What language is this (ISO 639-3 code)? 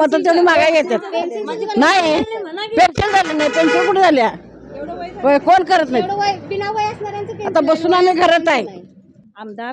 mar